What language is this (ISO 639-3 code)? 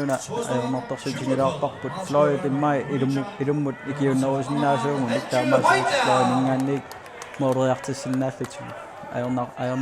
kal